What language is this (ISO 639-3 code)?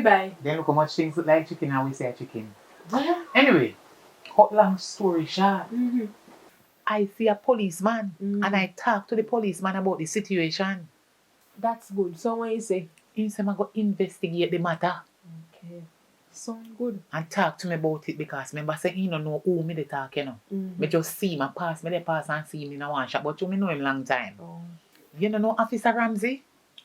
jam